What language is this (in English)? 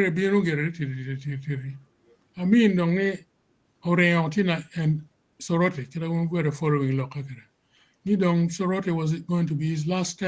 Acoli